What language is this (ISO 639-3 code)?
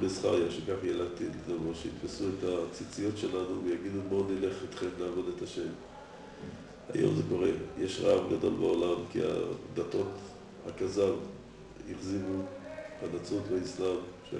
heb